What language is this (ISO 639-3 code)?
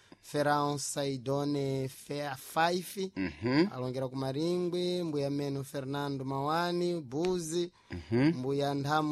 seh